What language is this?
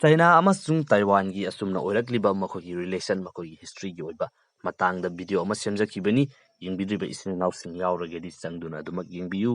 Manipuri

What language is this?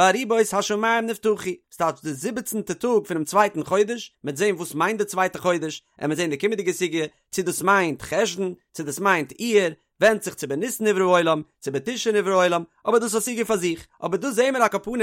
Yiddish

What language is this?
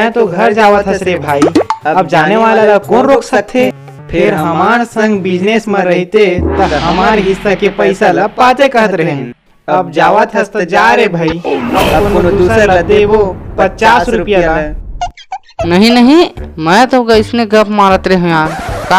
Chhattisgarhi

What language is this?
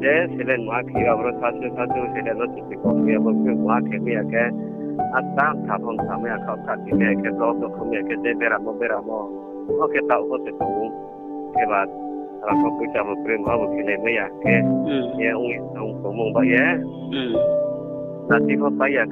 Riang (India)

